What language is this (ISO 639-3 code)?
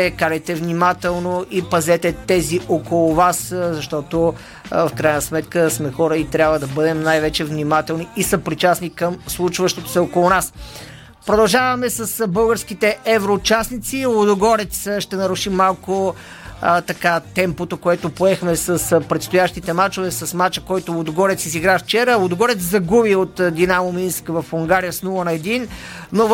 bul